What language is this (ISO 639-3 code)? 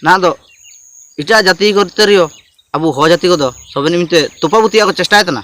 hoc